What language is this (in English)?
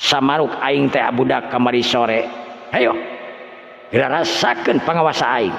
Sundanese